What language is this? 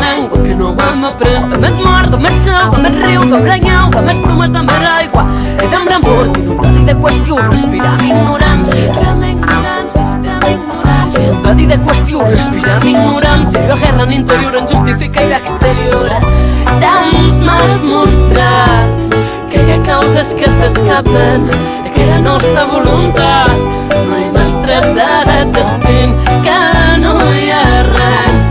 Occitan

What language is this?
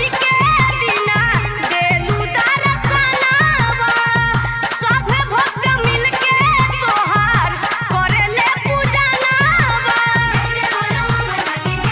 Bhojpuri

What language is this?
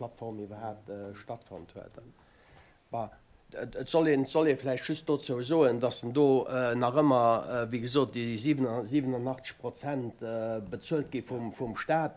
Luxembourgish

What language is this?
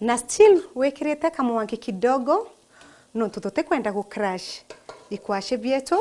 Meru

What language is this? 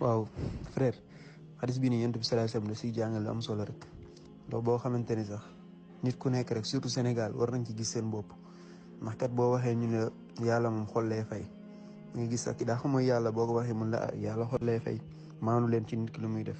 Wolof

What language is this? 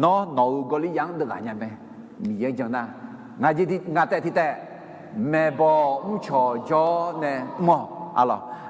Akha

